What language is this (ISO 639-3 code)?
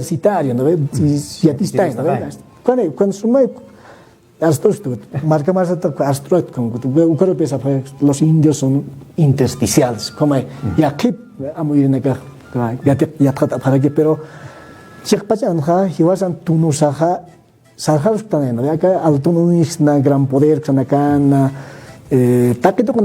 aym